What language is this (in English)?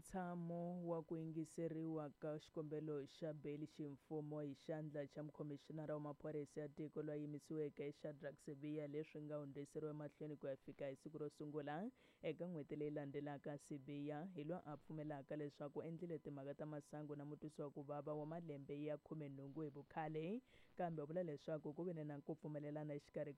Tsonga